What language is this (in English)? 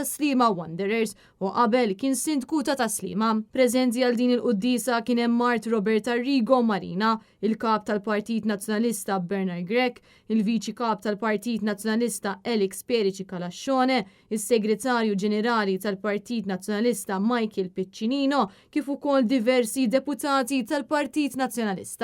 Maltese